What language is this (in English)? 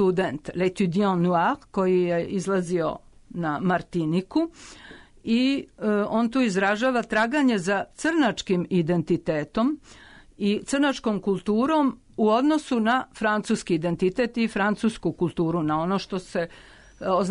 Serbian